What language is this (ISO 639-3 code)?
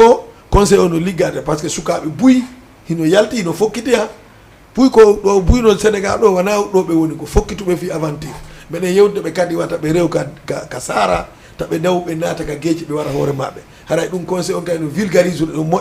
ful